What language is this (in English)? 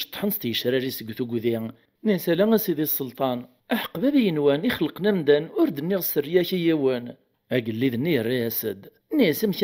Kabyle